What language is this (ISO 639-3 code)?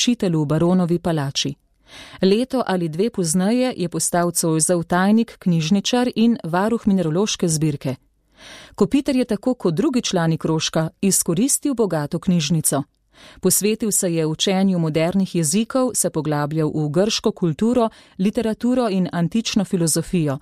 slv